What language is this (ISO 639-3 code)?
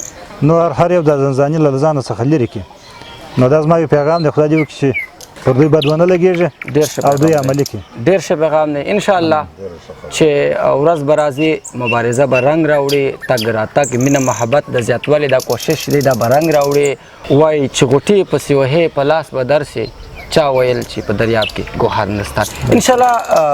pus